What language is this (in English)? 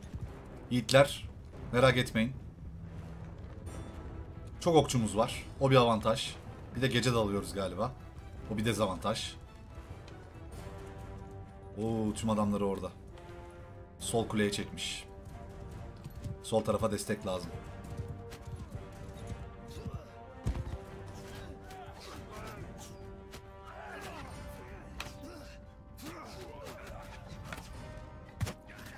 Turkish